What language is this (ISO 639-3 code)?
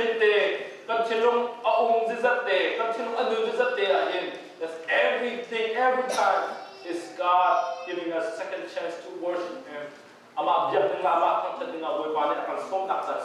cnh